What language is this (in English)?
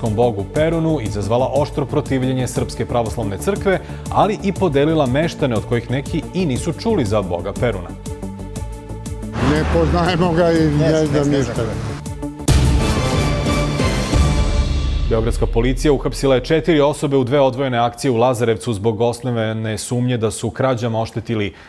Serbian